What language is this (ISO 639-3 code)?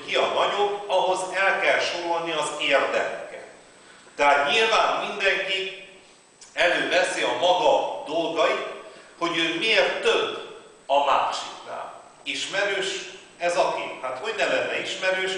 hun